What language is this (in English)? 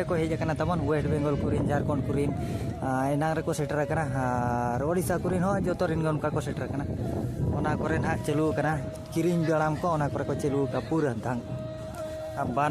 Santali